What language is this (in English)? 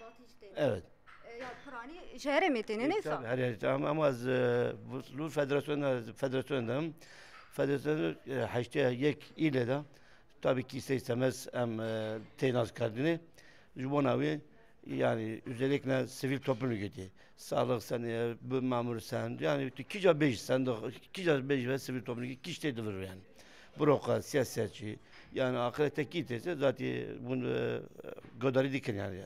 Kurdish